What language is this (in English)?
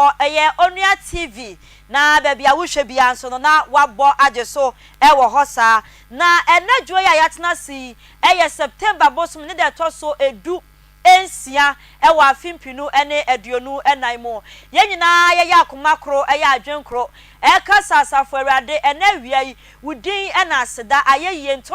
Akan